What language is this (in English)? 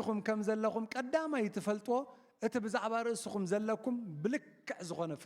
Tigrinya